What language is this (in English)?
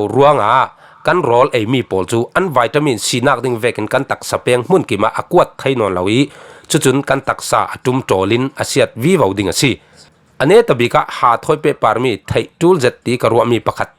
Falam Chin